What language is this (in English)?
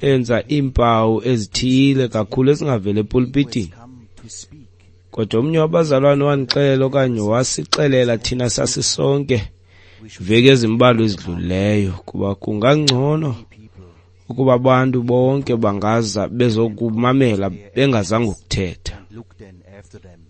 Xhosa